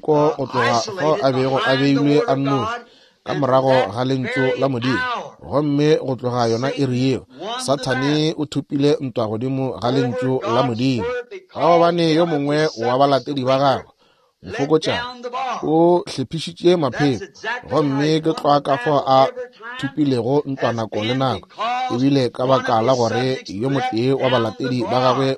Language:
Northern Sotho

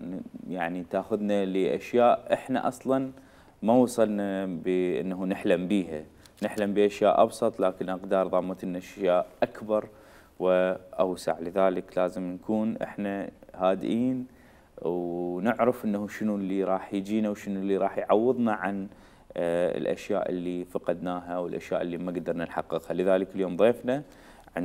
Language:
Mesopotamian Arabic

